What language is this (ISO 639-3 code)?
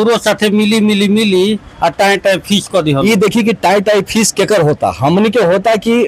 bho